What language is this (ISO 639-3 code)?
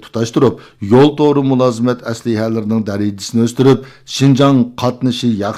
uig